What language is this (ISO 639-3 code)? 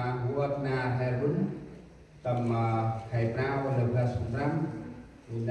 cmo